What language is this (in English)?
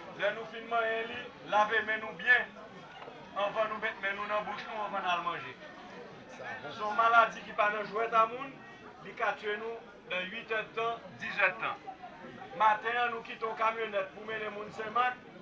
Haitian Creole